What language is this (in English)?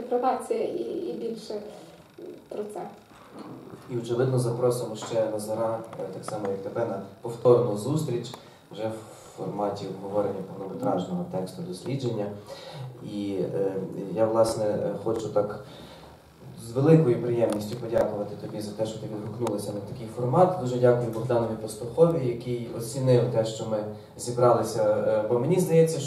Ukrainian